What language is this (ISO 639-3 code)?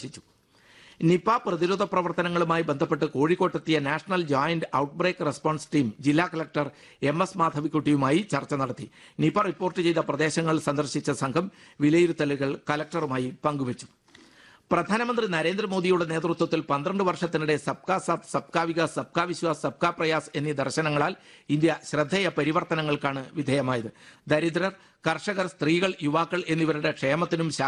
mal